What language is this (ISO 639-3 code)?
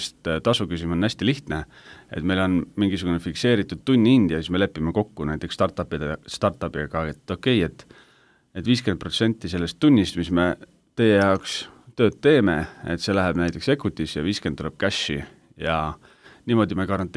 est